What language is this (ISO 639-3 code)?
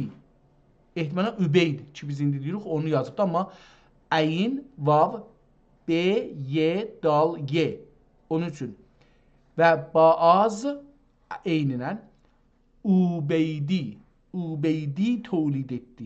azb